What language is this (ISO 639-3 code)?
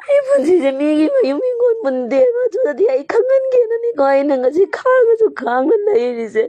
mni